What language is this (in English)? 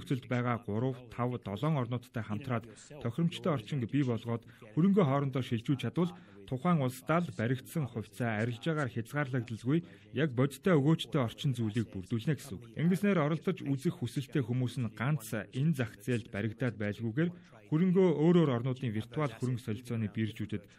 Mongolian